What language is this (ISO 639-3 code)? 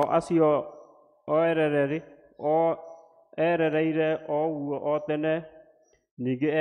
kik